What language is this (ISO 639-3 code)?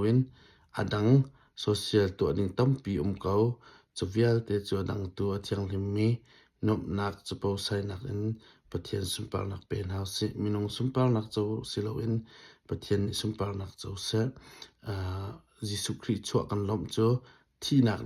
cnh